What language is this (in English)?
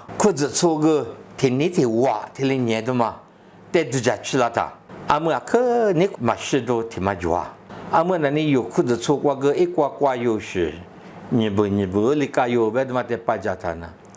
Lisu